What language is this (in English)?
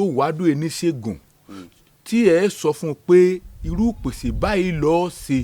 Yoruba